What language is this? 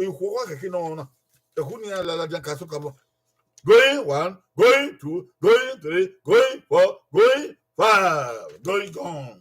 Bini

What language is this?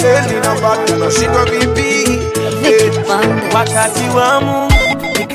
Swahili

